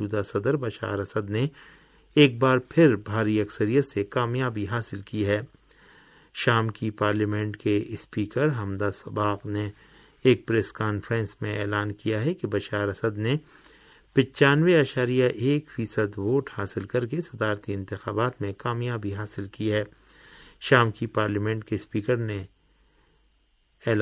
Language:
Urdu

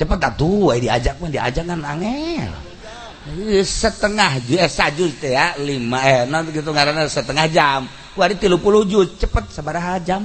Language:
Sundanese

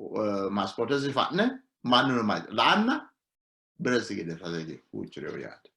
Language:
Sidamo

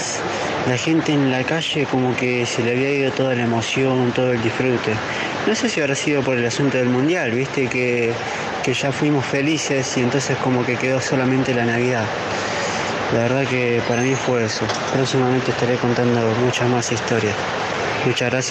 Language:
Spanish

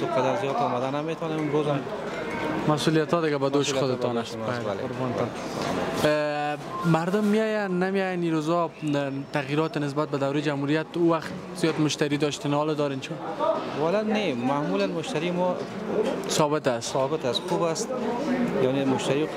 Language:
Persian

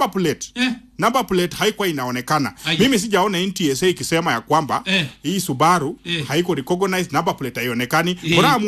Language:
Swahili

